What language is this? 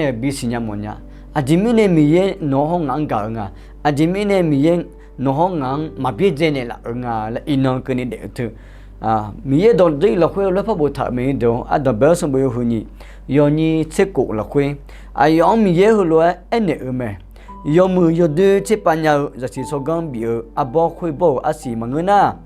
Akha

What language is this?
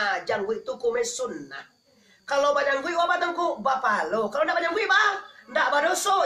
Minangkabau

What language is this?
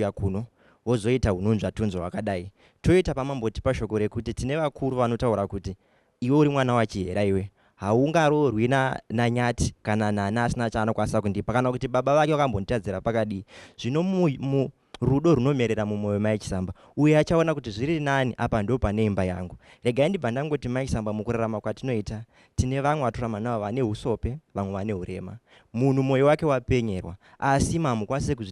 Shona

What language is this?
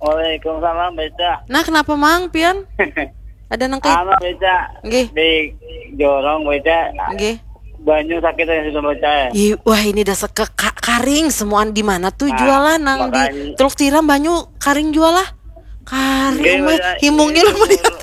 Banjar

